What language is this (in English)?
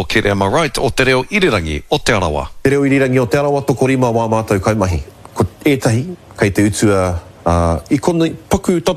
Māori